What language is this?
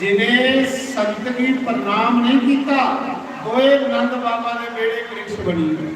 Dogri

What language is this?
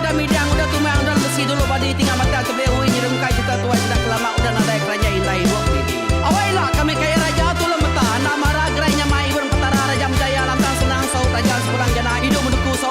Iban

